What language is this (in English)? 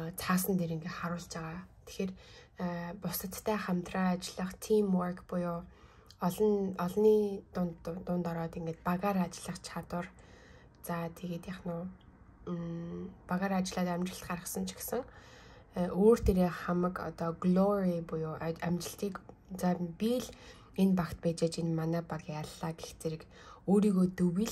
Mongolian